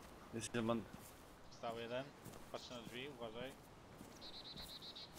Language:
Polish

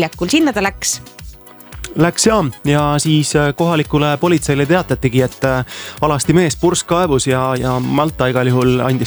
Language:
Estonian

